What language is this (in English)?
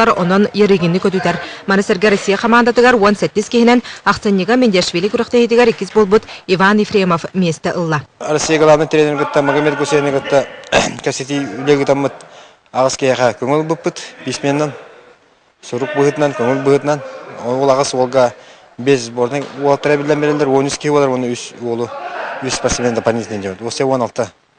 Yakut